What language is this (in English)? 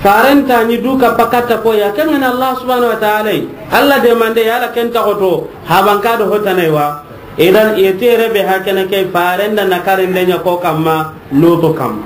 Soninke